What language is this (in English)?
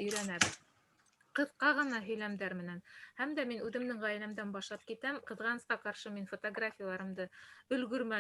Bashkir